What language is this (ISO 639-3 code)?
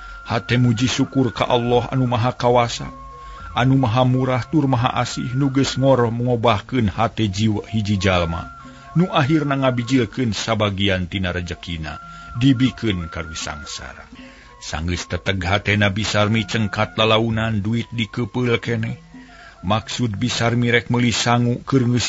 sun